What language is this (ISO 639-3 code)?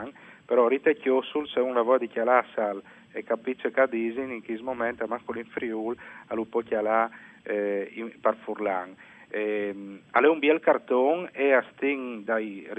fur